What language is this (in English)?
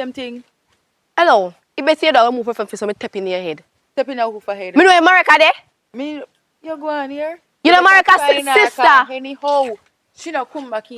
Jamaican Creole English